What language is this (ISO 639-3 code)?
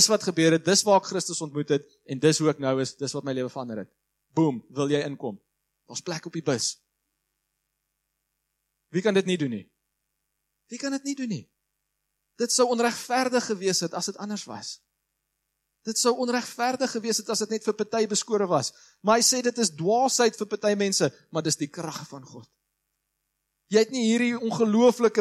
afr